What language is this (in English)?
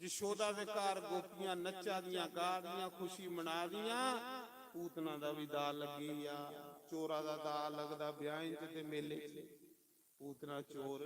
Dogri